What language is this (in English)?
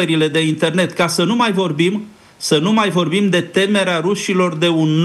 Romanian